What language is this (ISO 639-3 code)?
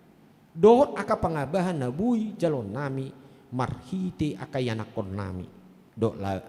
bbc